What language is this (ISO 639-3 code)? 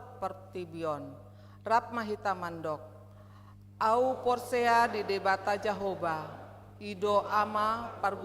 bbc